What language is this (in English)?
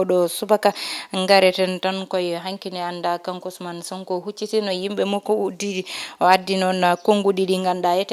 Fula